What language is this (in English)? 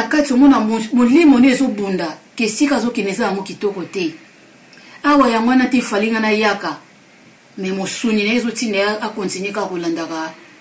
Lingala